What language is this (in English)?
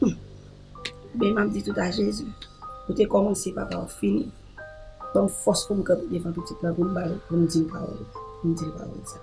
Haitian Creole